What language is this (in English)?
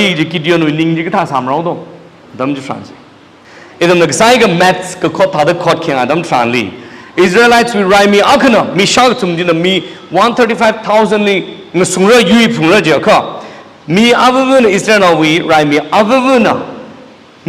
Tangkhul Naga (India)